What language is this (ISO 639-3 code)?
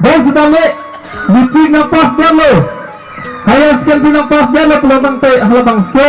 mjw